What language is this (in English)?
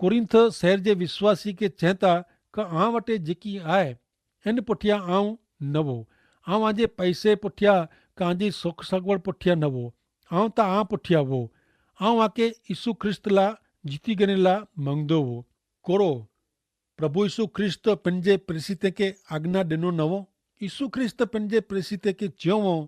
Kachhi